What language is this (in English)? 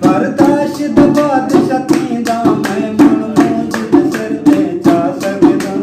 Saraiki